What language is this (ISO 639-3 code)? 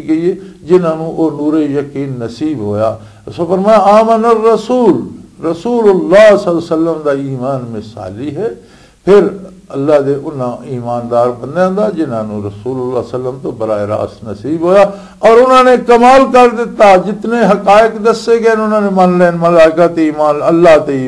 lah